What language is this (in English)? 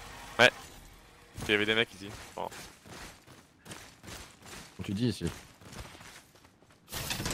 French